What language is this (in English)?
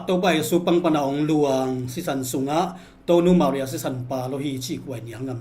Tedim Chin